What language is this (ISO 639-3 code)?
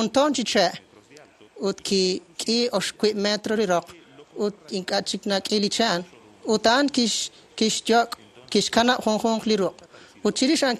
kek